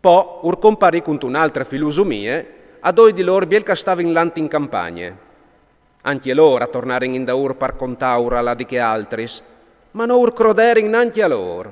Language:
Friulian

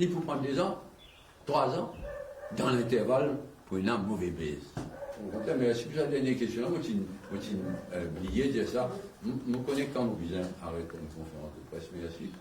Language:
Morisyen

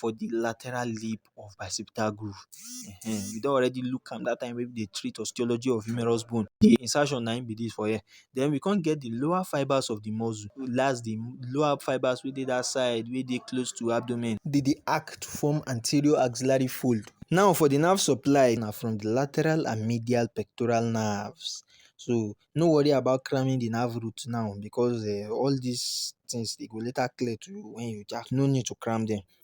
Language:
Nigerian Pidgin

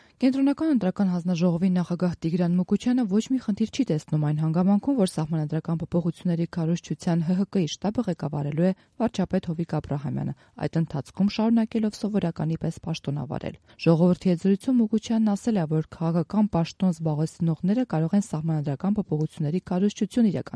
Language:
Armenian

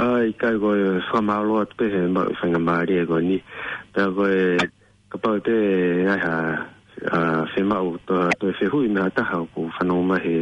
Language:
Tongan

